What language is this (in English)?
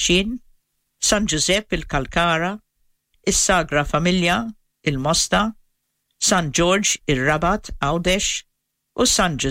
Maltese